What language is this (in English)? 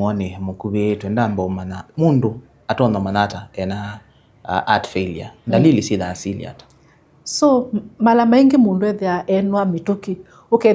Kamba